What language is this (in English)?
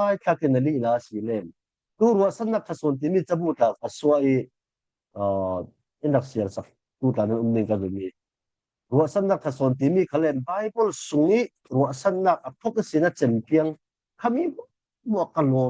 Falam Chin